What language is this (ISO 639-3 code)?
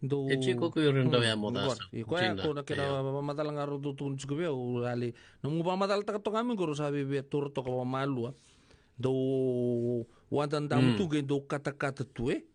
fij